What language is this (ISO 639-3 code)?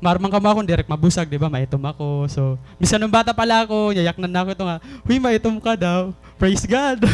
war